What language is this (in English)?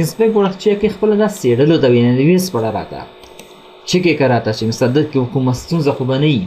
Pashto